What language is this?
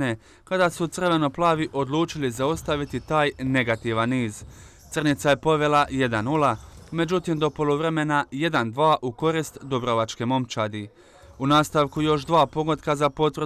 Croatian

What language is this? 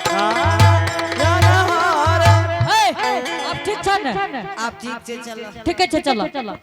Angika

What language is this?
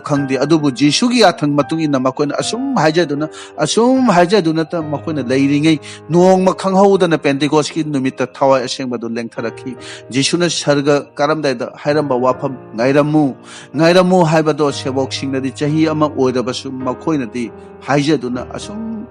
Manipuri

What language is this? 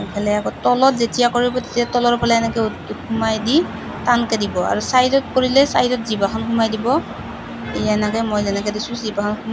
Assamese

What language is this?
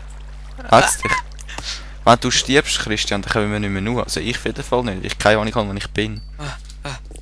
Swiss German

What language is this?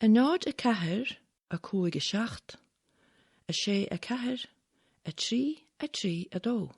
Irish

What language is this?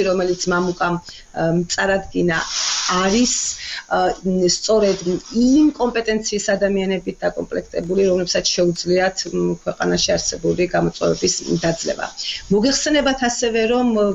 Georgian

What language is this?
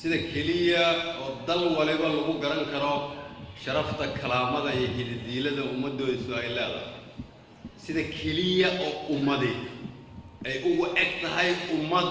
Somali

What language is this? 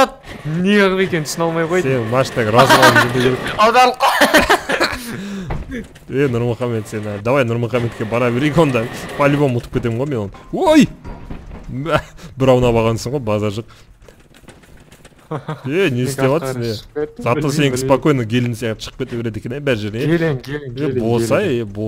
Kazakh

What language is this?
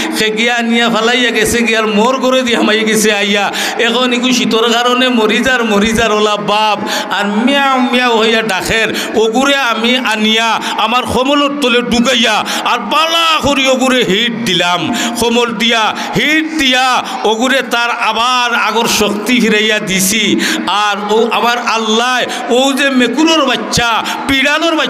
Sylheti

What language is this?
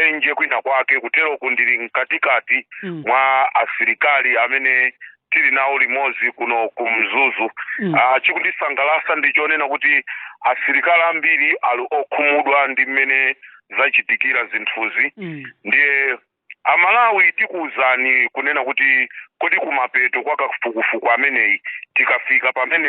Nyanja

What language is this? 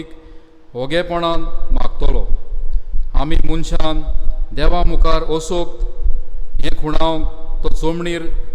Konkani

